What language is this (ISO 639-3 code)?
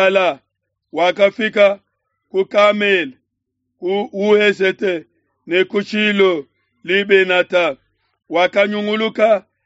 lua